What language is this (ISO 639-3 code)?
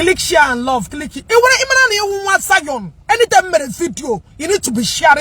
ibo